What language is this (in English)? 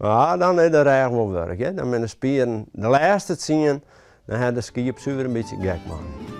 Western Frisian